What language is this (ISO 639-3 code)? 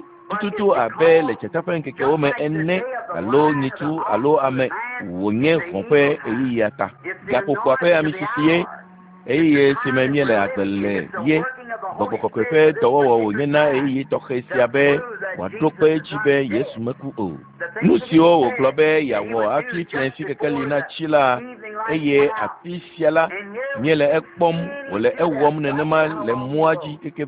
ewe